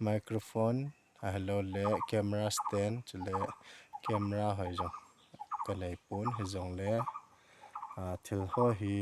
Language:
Thado Chin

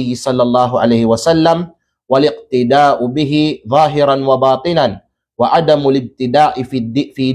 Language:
Kalagan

